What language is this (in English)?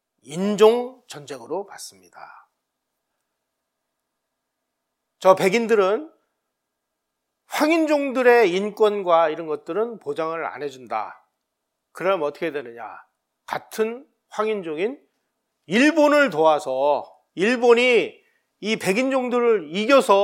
Korean